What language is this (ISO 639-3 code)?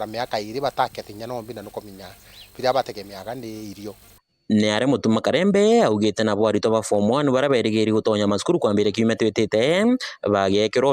mer